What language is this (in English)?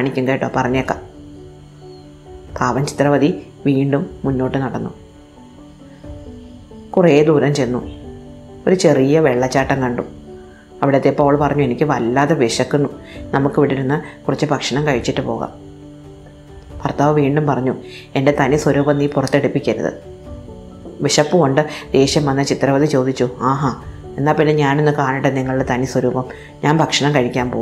Malayalam